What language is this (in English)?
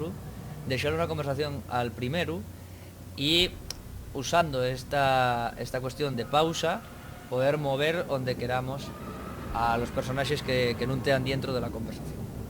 Asturian